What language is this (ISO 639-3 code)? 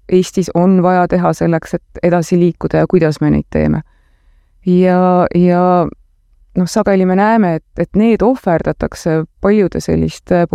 est